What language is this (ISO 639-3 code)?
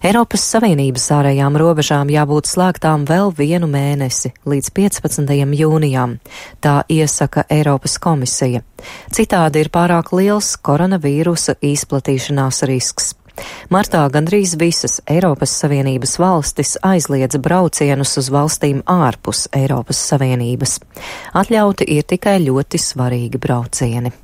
lav